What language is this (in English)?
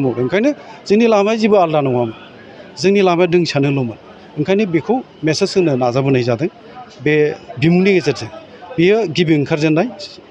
Bodo